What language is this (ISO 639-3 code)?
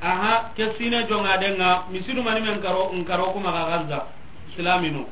snk